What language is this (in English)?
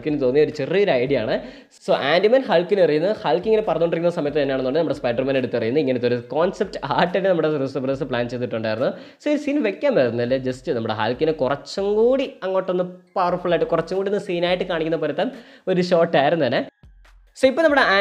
Malayalam